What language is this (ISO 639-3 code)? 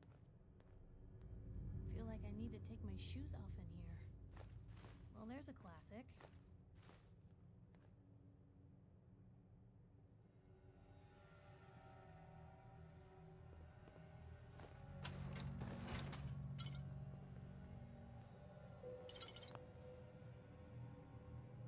ita